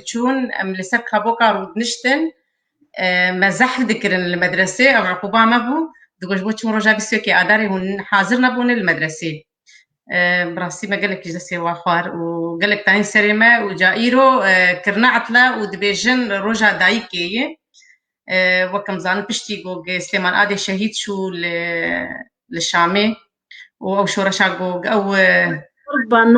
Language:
Kurdish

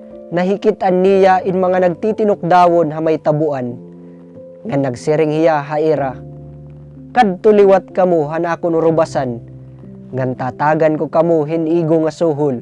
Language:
Waray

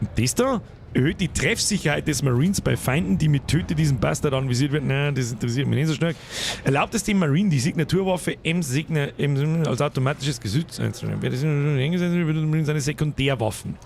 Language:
Bavarian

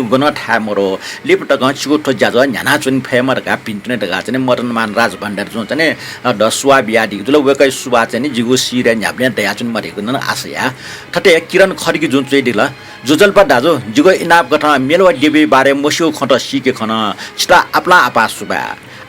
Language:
Newari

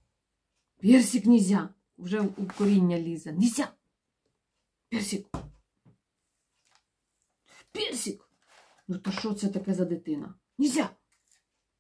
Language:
Ukrainian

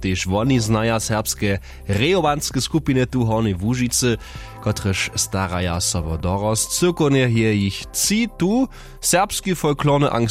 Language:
Upper Sorbian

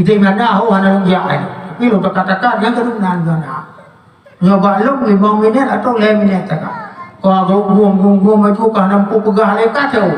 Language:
Achinese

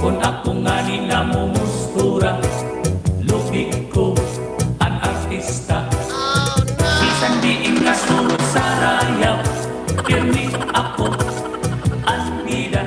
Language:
Waray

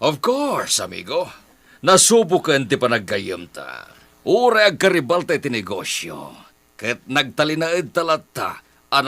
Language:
Iloko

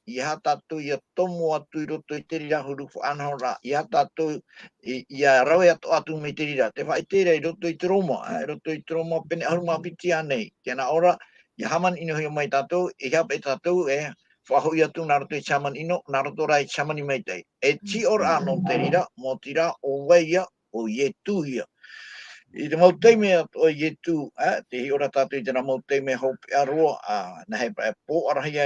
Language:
Tahitian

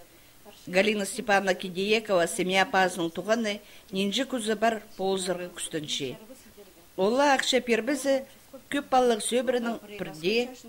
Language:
Khakas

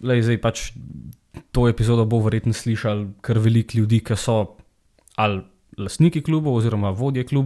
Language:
Slovenian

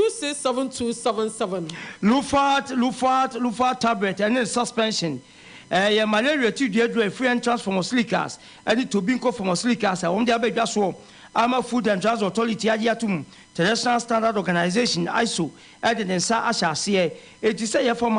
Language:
Akan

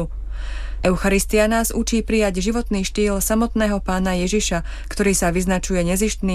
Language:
Slovak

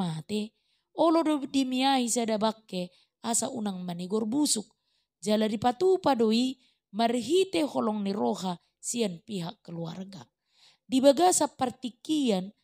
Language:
Batak Toba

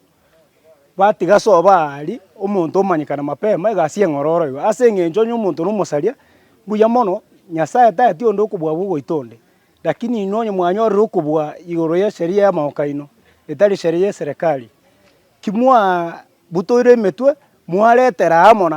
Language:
Gusii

